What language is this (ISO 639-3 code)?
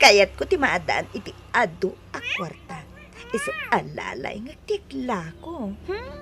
ilo